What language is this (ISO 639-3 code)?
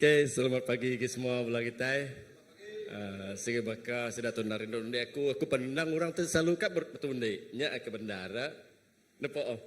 iba